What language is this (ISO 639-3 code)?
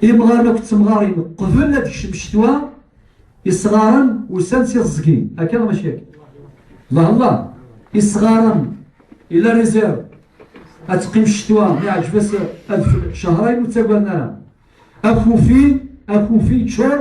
kab